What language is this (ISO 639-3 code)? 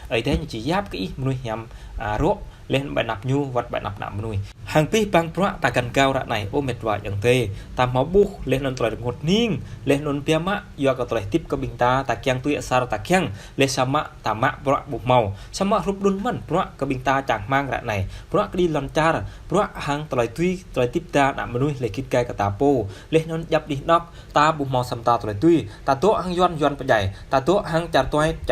jra